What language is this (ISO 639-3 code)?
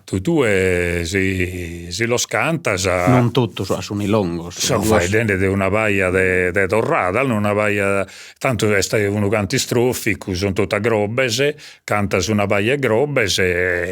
srd